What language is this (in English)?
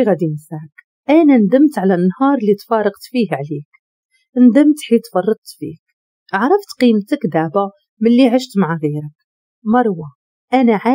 Moroccan Arabic